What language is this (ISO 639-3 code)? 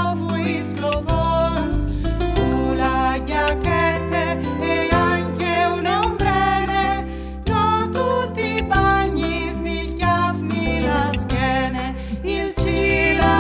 fur